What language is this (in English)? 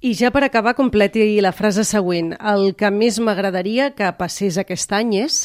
Catalan